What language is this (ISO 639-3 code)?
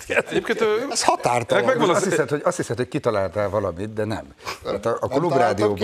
hun